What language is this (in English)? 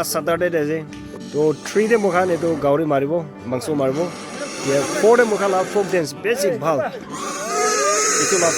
Naga Pidgin